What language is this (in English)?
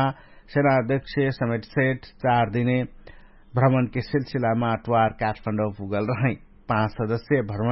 Dangaura Tharu